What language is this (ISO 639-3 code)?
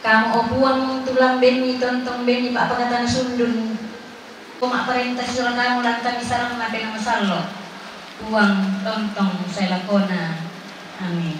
sda